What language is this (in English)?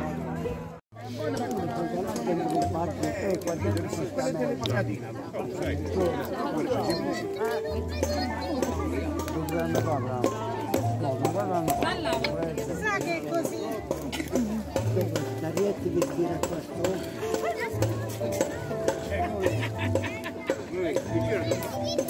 Italian